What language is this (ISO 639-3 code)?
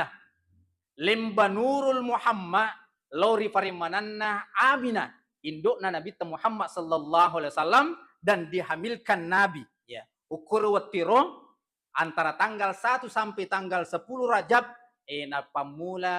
bug